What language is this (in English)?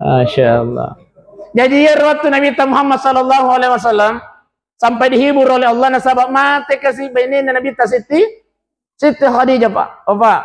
Buginese